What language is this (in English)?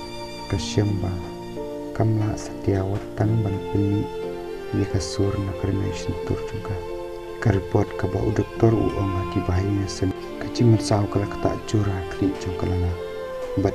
Khasi